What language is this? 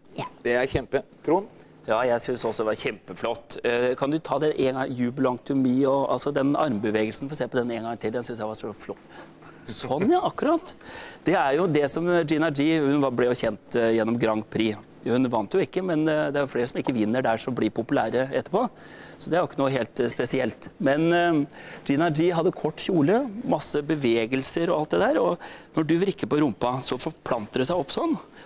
Norwegian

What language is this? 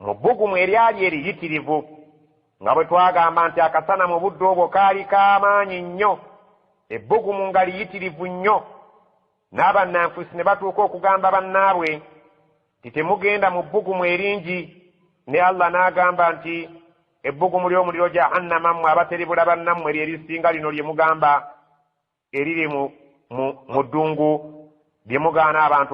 Ganda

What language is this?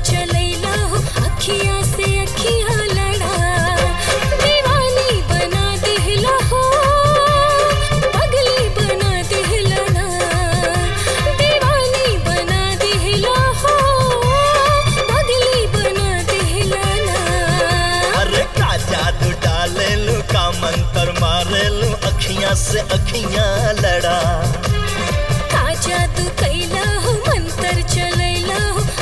Bhojpuri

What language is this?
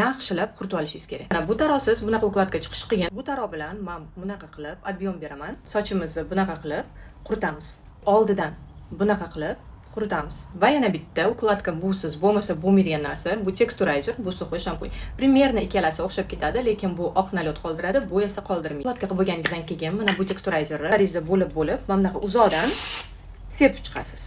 Uzbek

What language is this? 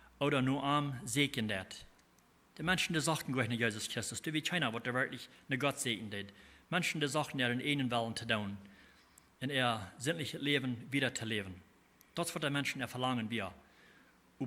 Plautdietsch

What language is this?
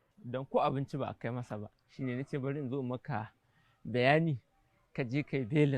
Hausa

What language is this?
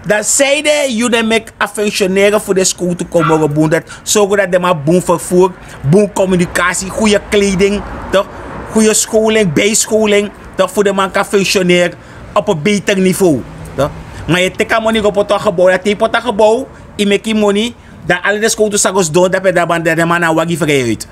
Sranan Tongo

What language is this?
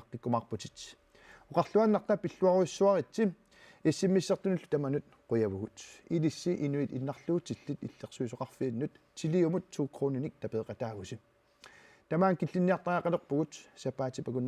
Kalaallisut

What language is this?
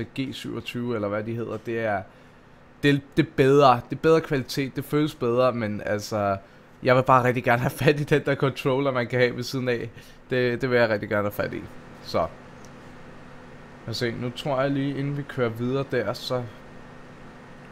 Danish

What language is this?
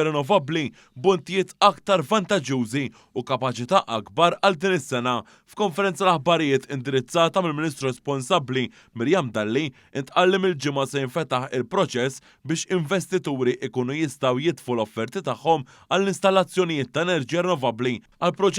Maltese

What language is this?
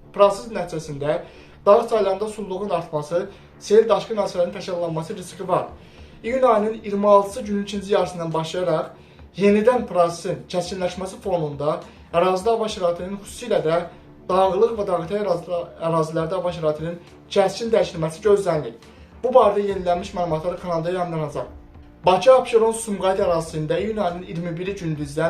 Azerbaijani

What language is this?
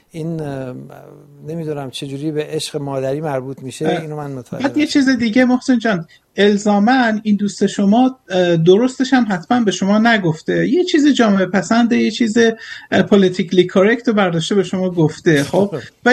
Persian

